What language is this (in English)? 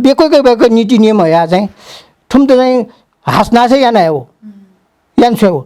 Newari